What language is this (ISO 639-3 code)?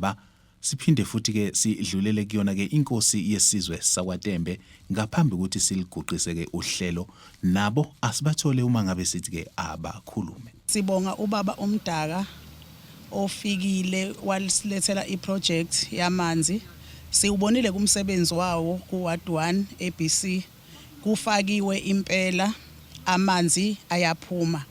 zul